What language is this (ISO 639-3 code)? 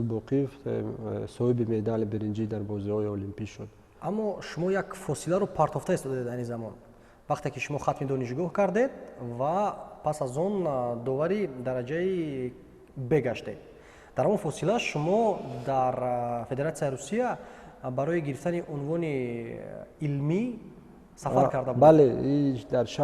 tgk